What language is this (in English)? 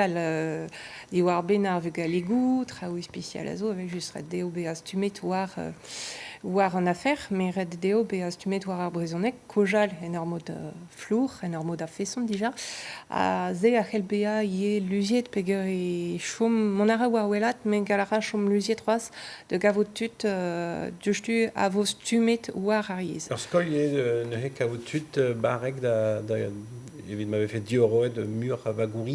Breton